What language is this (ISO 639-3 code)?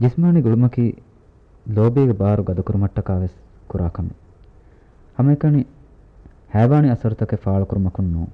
div